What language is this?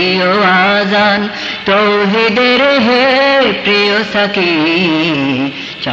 Bangla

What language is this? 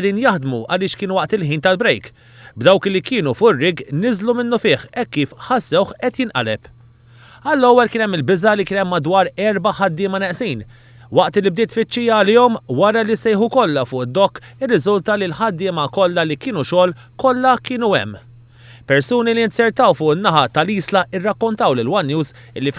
Maltese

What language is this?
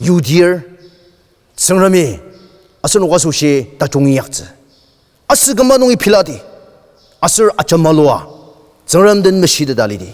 Ao Naga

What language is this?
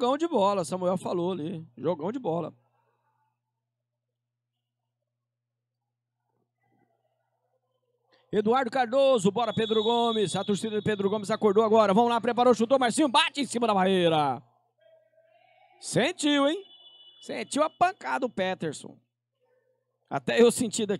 Portuguese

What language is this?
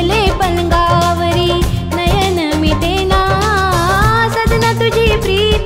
Marathi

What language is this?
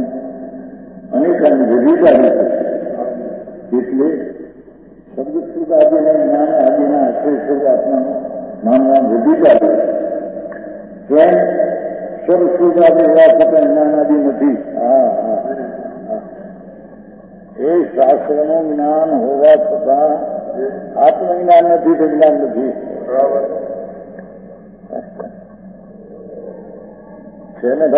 Gujarati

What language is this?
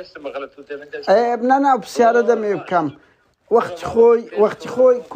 Central Kurdish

